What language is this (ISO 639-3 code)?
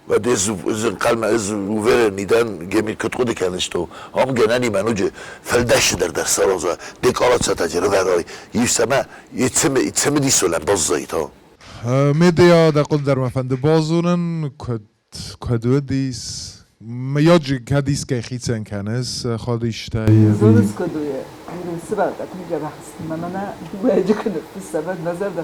oss